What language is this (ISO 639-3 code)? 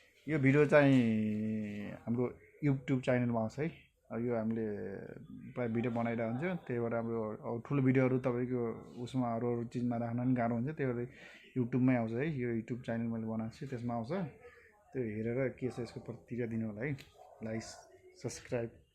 nep